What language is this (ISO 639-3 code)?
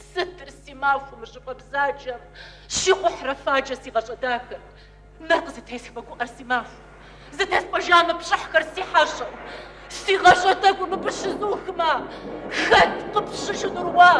kbd